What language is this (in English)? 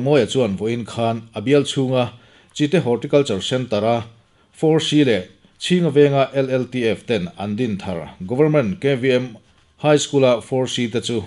Mizo